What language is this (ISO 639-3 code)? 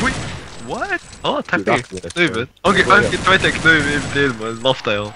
fao